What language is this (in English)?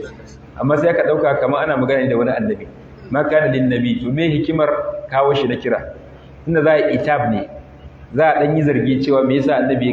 Hausa